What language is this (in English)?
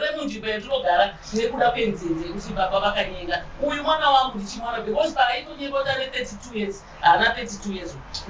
Shona